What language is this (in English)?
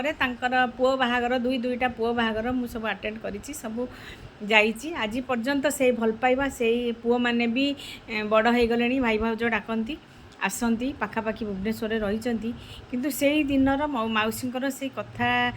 Odia